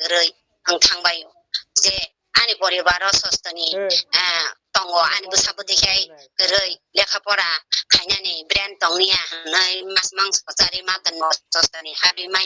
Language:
Kok Borok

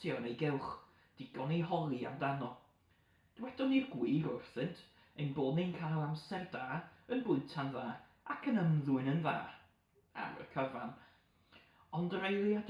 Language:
Welsh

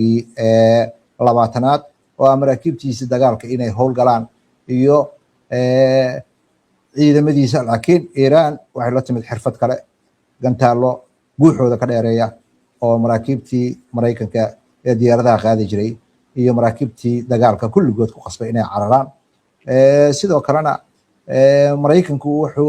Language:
Somali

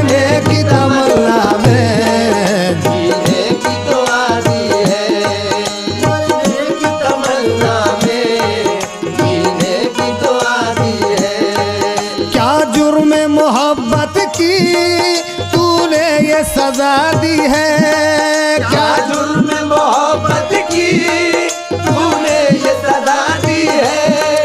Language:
Hindi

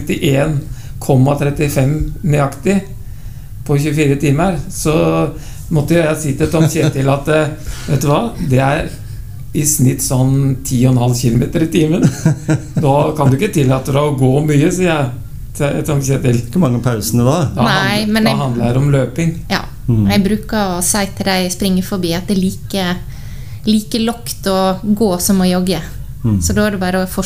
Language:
Norwegian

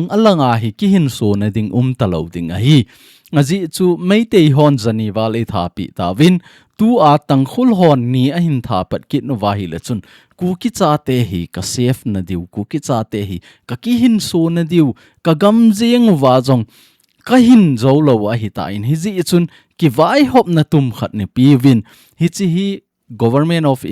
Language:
Thado Chin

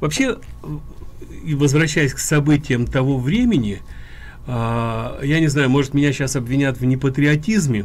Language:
Russian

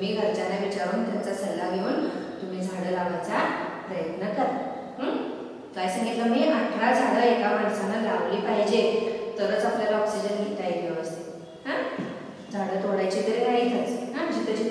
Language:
Marathi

